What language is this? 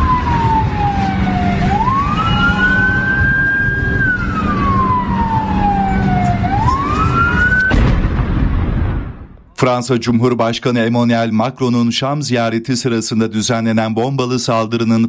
Turkish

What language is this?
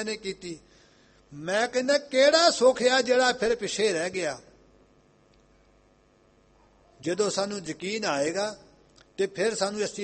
Punjabi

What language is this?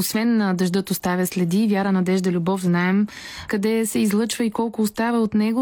Bulgarian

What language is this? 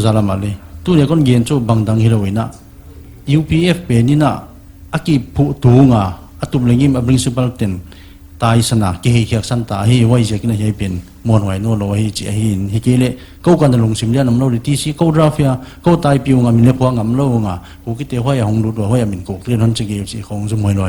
Paite Chin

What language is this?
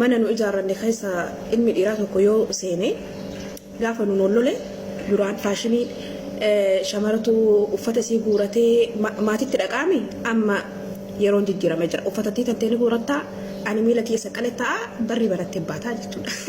Oromo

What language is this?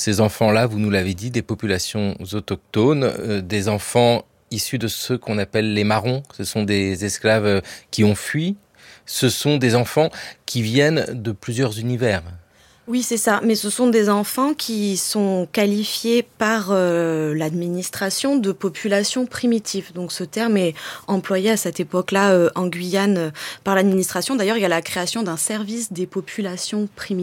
French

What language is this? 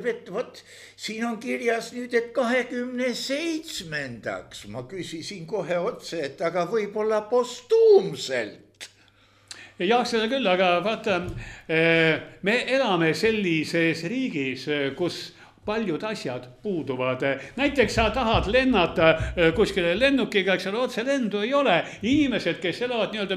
Estonian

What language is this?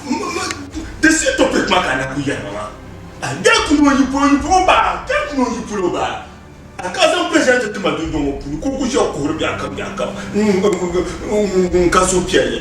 Dagbani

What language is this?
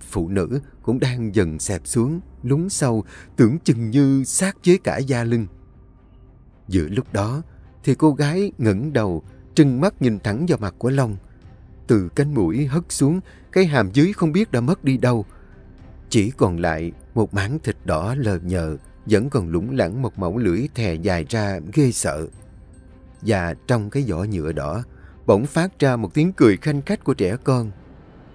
Vietnamese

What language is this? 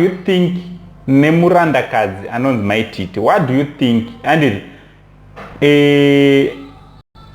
Shona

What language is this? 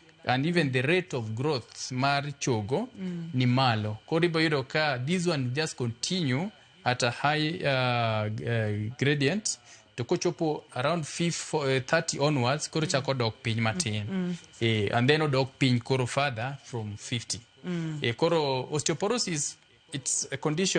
Luo (Kenya and Tanzania)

